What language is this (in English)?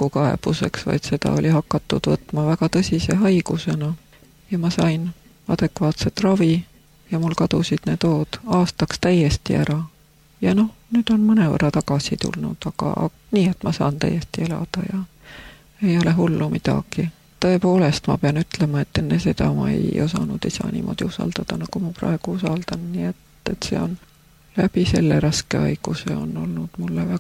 Estonian